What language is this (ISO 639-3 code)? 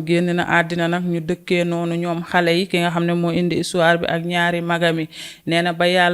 wol